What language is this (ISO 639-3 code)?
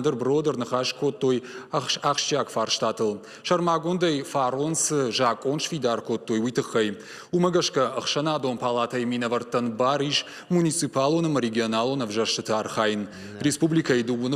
oss